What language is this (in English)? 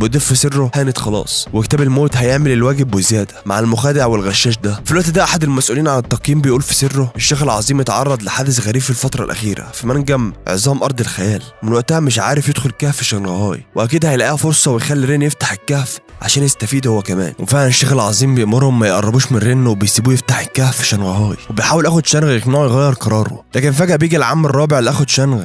Egyptian Arabic